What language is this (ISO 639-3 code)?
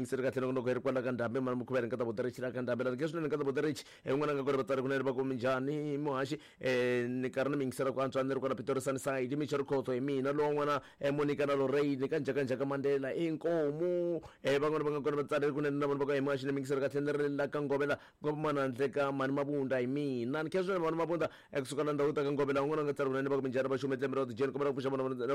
tso